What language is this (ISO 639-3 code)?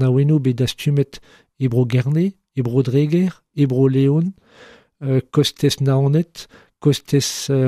bre